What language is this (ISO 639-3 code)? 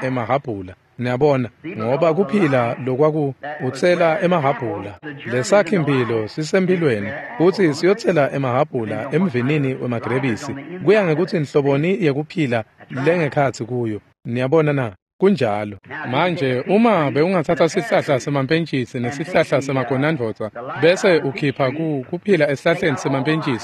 ssw